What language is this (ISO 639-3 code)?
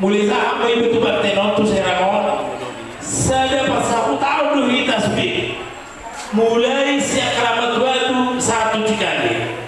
bbc